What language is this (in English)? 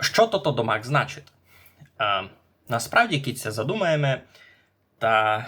Rusyn